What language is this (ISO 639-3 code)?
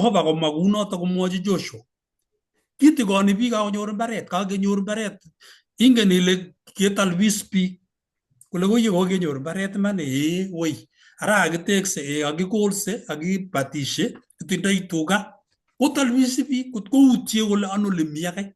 kln